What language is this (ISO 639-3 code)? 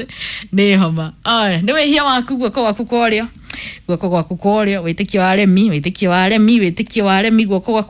kik